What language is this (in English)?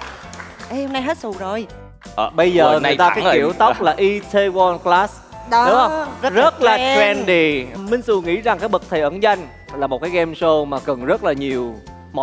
Vietnamese